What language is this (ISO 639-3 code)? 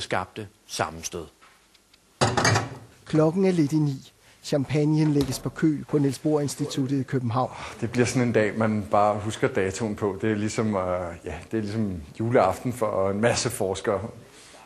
dan